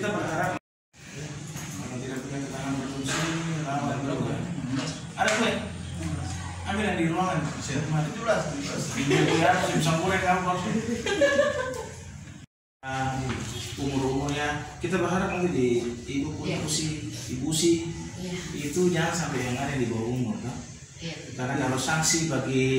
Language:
Indonesian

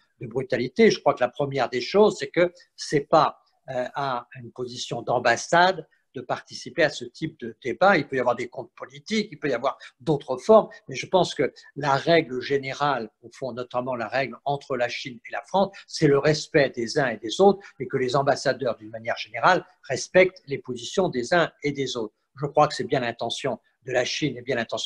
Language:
French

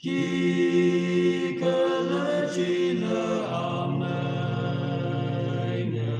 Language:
Tangkhul Naga (India)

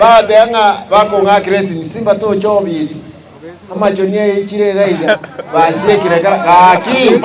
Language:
Gusii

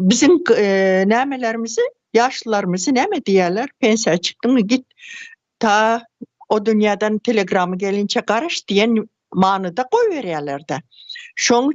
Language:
Turkmen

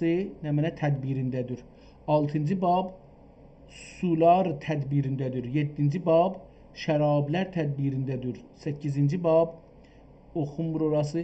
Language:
South Azerbaijani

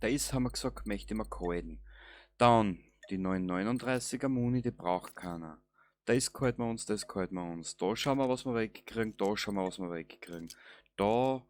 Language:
Bavarian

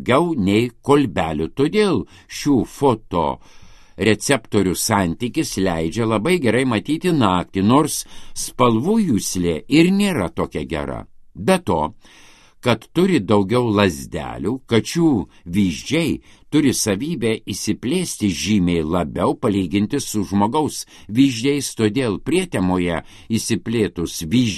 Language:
Lithuanian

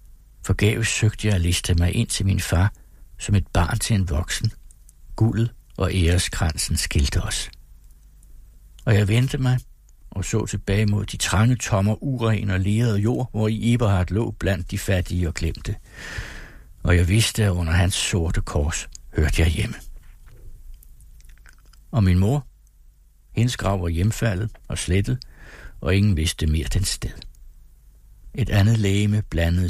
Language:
Danish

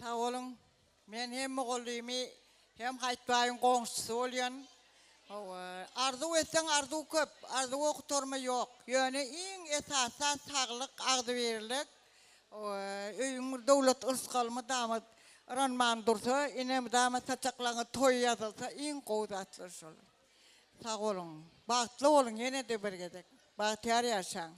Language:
Turkmen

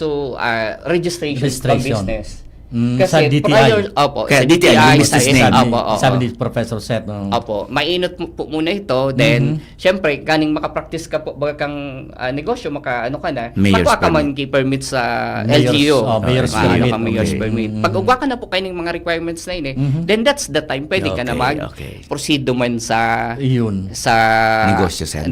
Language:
Bikol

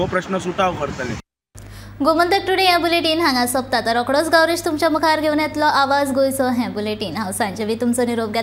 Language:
Konkani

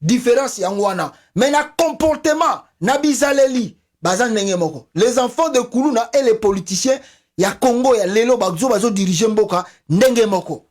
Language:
Lingala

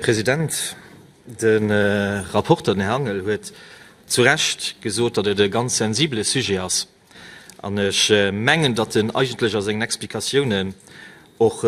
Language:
Luxembourgish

